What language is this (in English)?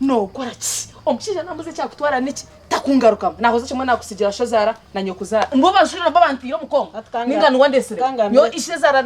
Nyankole